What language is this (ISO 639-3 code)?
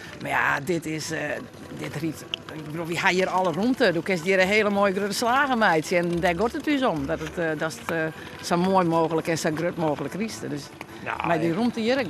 fry